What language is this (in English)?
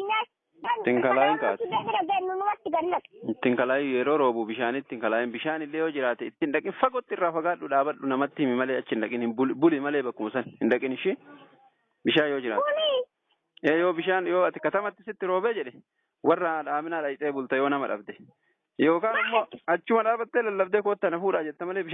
Oromo